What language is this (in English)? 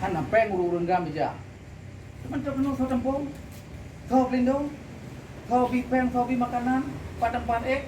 Achinese